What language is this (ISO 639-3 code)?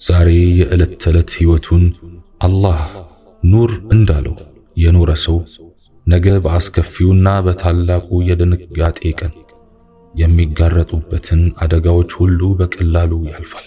amh